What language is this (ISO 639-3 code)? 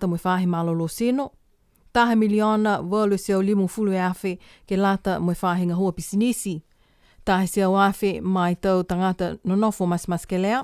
niu